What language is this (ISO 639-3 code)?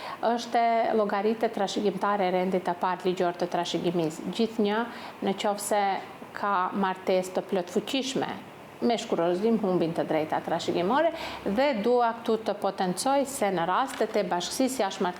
sqi